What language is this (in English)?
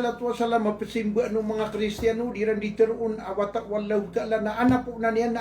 Maranao